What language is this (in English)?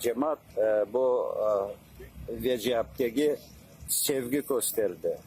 Crimean Tatar